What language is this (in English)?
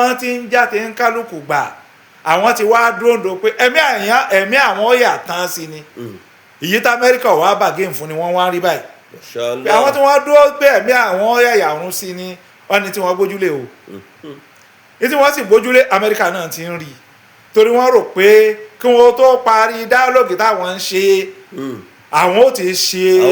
Yoruba